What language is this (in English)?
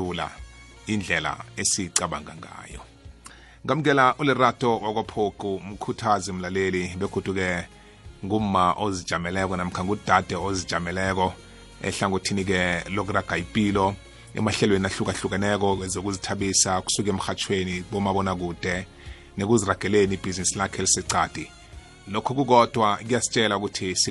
South Ndebele